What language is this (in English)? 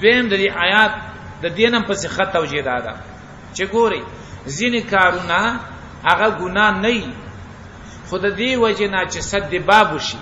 Pashto